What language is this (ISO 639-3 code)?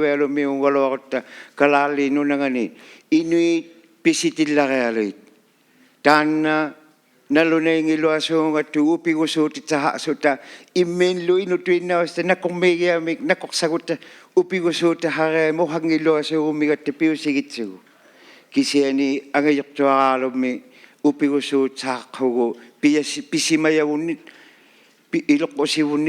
iku